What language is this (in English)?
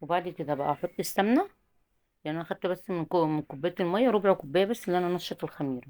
Egyptian Arabic